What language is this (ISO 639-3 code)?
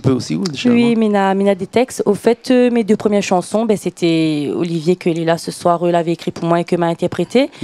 rcf